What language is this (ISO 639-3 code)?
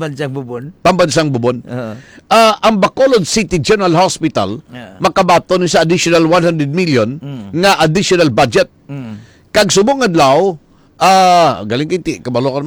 hil